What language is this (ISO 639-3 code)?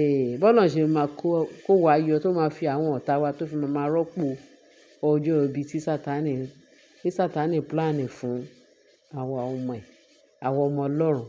yor